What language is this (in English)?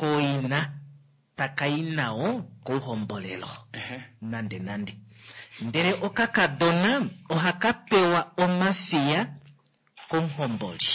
Kuanyama